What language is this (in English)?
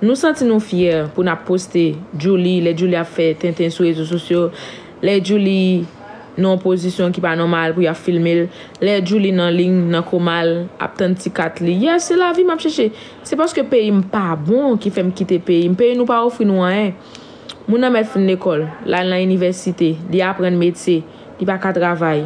Haitian Creole